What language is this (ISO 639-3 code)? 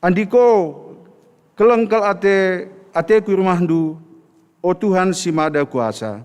btx